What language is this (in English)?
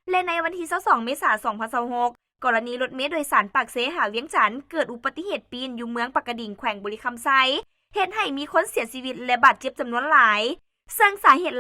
Lao